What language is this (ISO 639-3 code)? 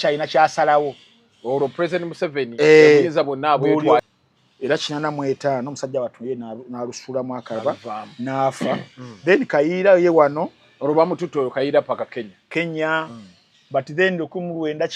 lug